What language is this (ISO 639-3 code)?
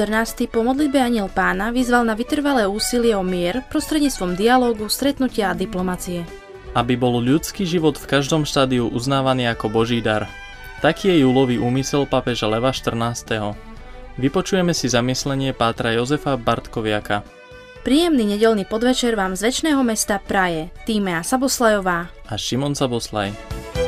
slk